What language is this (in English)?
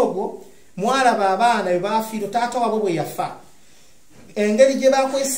Ganda